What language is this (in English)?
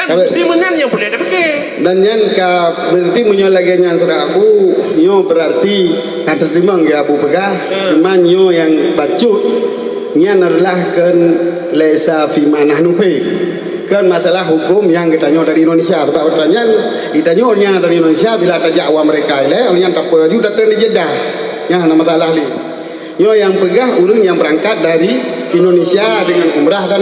Achinese